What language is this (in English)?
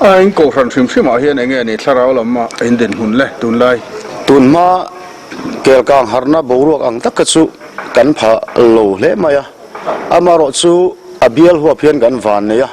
Mizo